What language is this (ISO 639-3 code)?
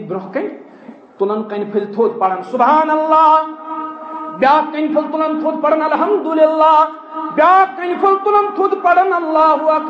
kas